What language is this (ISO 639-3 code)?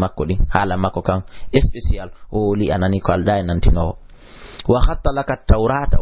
ful